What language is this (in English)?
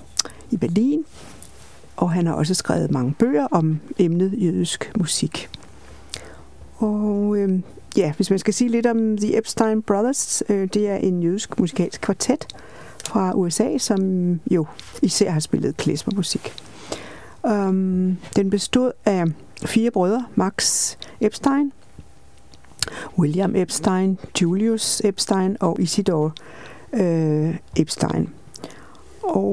Danish